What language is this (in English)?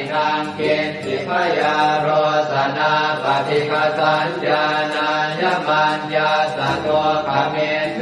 Pali